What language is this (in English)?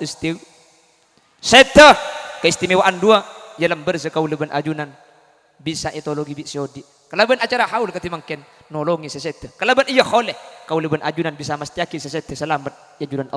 Madurese